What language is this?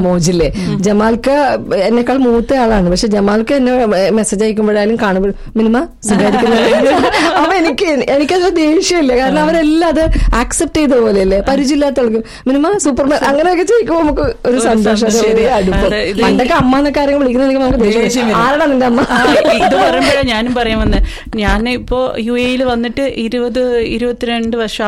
Malayalam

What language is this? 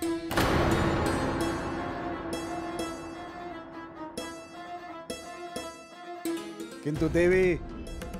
Bhojpuri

